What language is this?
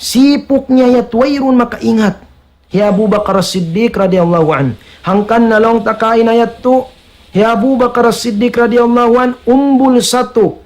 Tausug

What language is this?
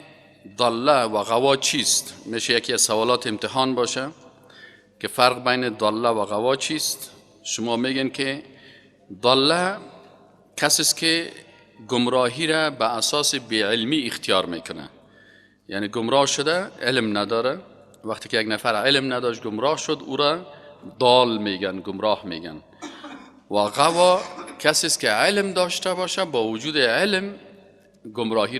Persian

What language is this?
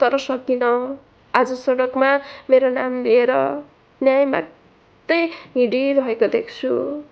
Nepali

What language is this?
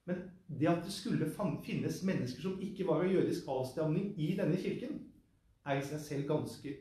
Norwegian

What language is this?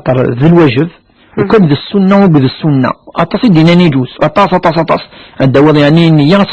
Kabyle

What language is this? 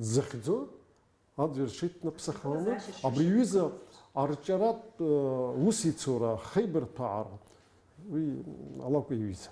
Abkhazian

